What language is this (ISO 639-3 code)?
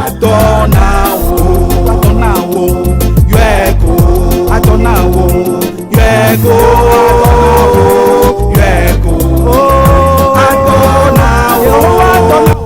ewe